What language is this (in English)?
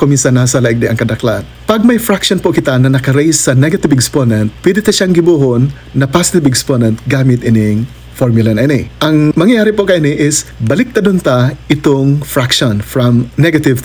Bikol